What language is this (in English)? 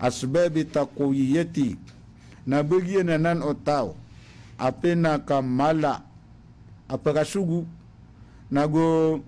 Maranao